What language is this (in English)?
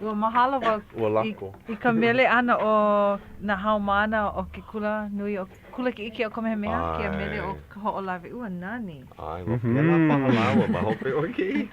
Hawaiian